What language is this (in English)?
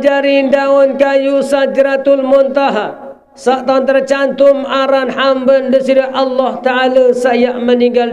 Sasak